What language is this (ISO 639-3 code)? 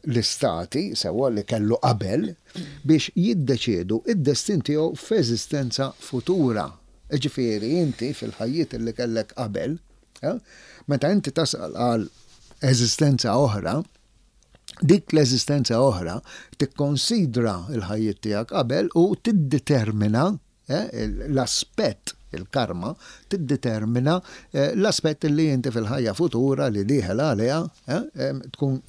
mlt